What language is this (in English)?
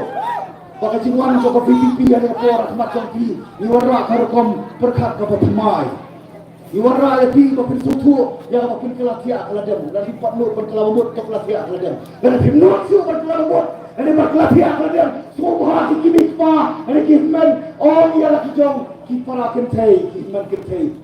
Khasi